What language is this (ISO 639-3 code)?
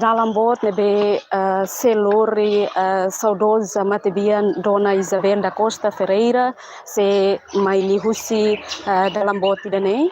tet